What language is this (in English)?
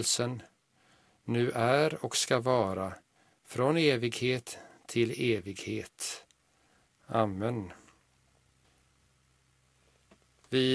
Swedish